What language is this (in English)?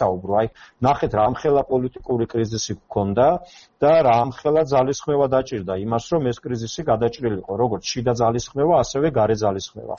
Georgian